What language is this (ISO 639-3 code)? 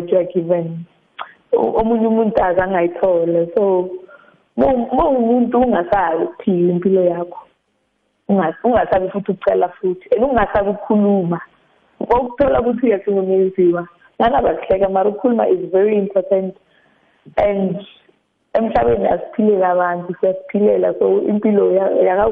nbl